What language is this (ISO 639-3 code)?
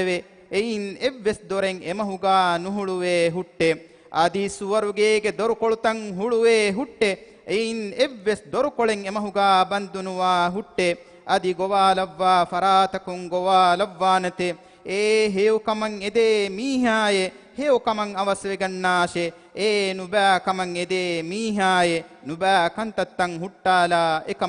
div